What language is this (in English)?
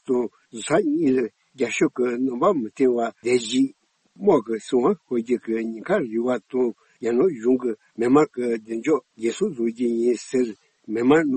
Tibetan